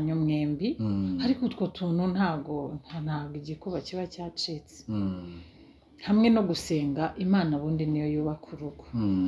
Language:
Kinyarwanda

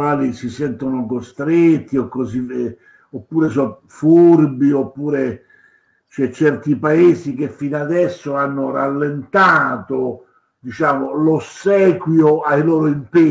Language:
Italian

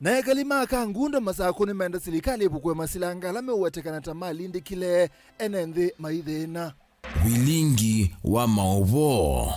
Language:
Kamba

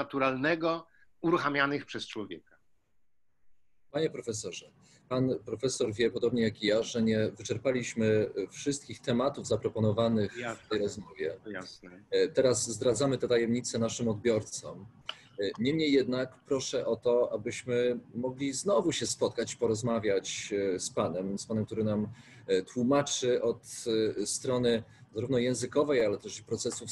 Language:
Polish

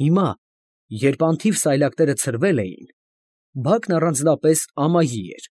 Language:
Armenian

